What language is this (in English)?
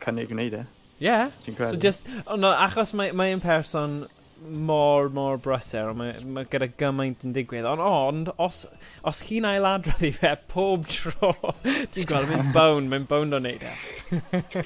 Welsh